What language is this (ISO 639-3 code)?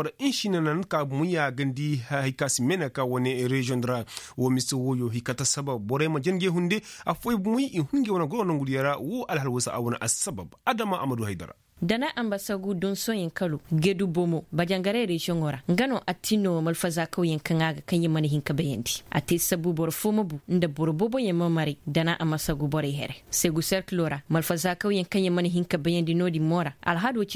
ses